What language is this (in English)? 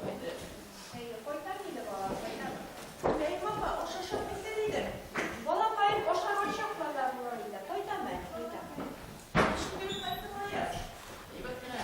Tatar